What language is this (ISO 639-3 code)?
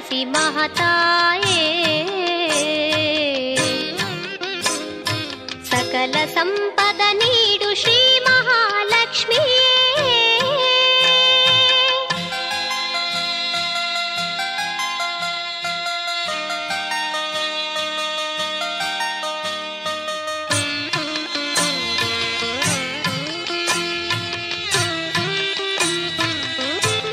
kan